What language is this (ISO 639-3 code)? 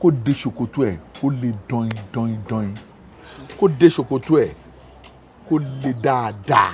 yor